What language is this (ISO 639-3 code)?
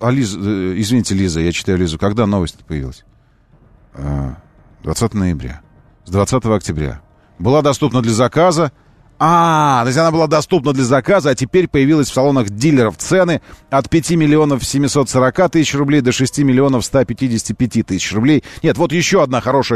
rus